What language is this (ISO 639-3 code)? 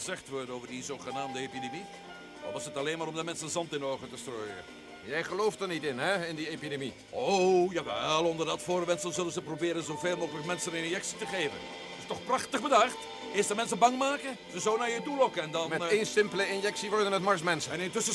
nld